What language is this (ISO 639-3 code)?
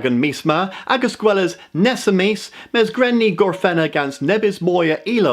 cor